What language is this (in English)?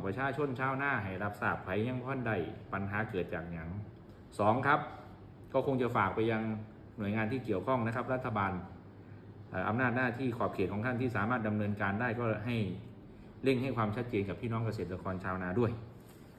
Northeastern Thai